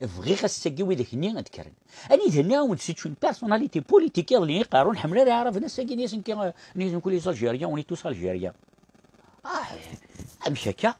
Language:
Kabyle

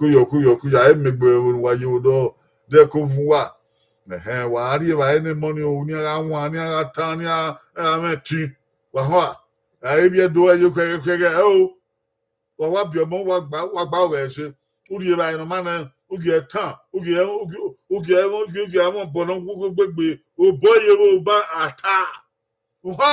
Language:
Bini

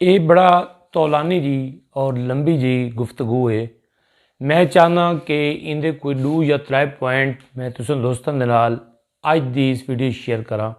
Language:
Saraiki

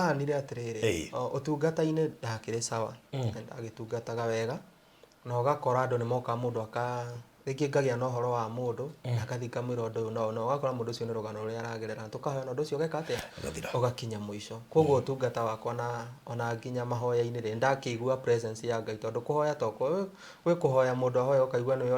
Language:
Kikuyu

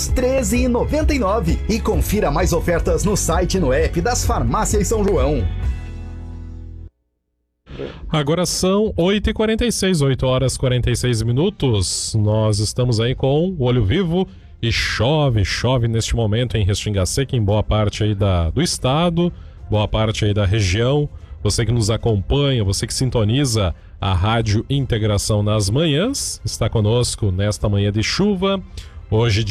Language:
Portuguese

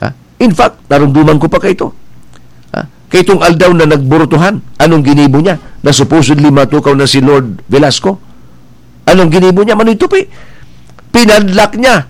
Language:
Bikol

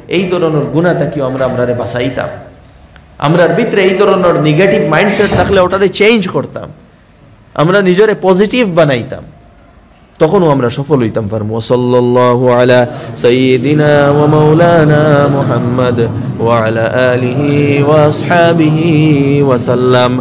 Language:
Sylheti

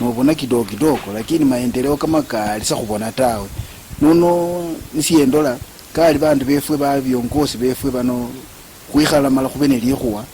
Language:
Luyia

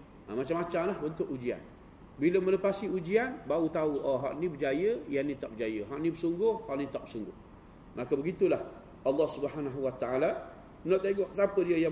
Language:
Malay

